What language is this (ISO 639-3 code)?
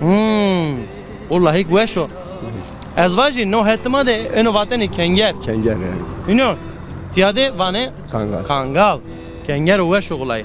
zza